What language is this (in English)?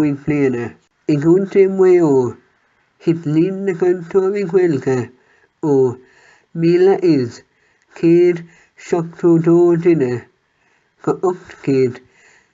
Irish